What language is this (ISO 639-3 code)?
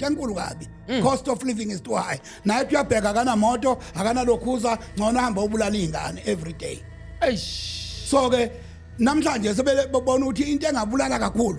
zul